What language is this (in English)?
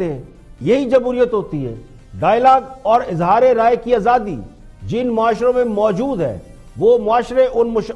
Urdu